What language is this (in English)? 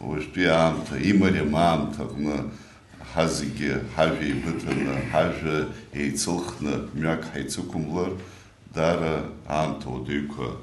Abkhazian